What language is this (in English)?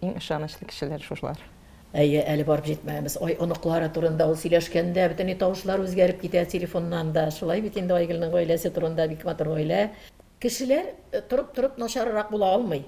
Tatar